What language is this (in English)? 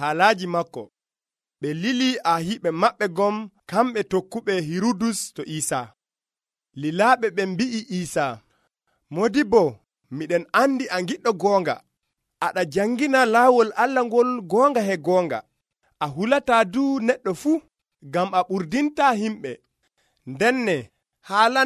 Nigerian Fulfulde